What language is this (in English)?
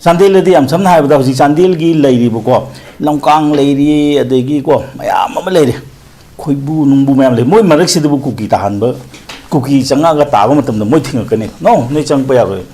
Manipuri